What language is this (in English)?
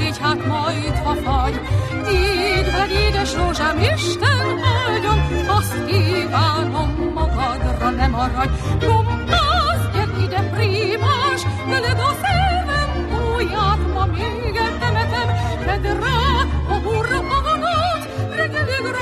Hungarian